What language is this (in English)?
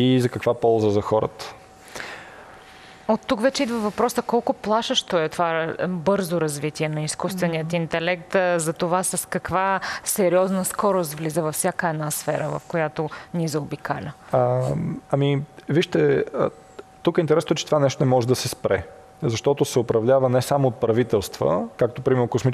Bulgarian